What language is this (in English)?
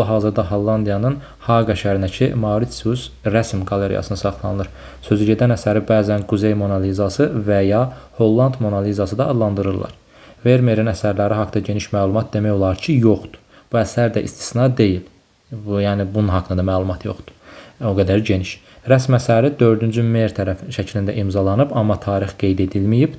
Azerbaijani